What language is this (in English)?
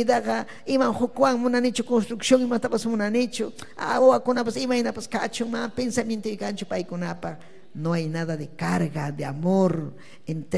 Ayacucho Quechua